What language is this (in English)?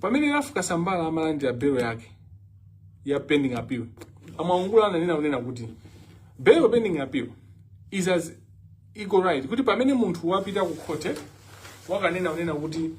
Nyanja